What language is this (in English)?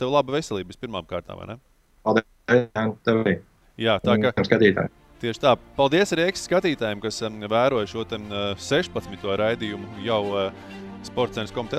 Latvian